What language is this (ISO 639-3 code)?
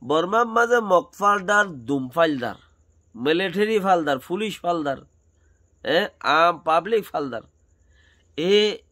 rhg